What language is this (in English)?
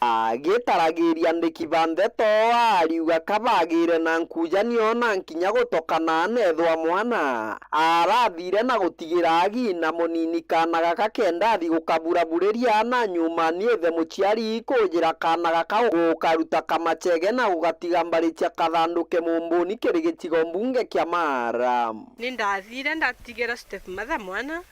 Meru